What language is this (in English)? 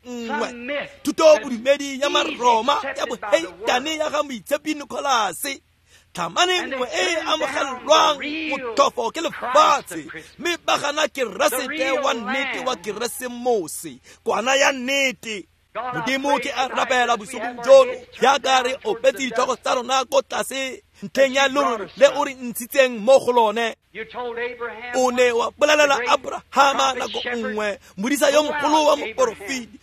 Tswana